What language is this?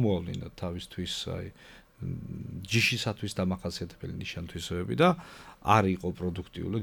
Georgian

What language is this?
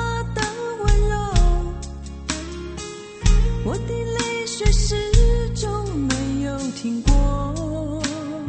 Chinese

